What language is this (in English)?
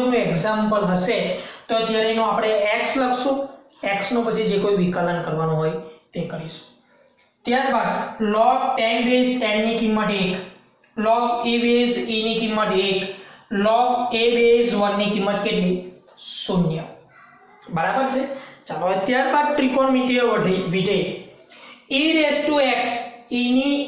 Gujarati